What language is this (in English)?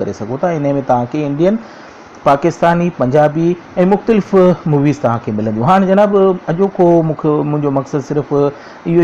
Sindhi